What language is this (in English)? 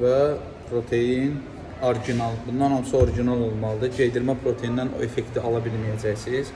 Azerbaijani